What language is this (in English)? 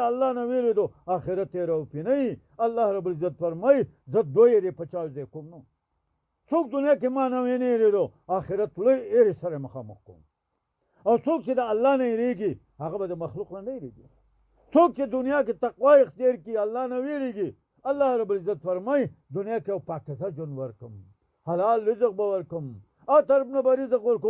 Pashto